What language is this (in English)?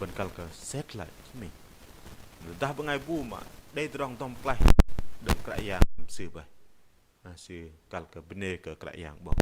Bahnar